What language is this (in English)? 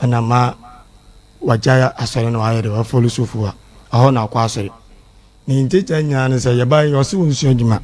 Akan